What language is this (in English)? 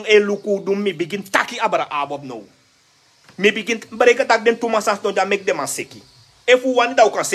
Sranan Tongo